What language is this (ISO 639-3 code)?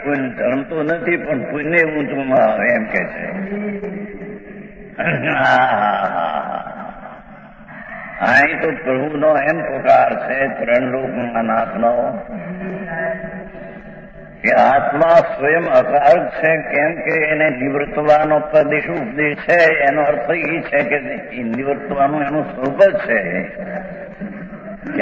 guj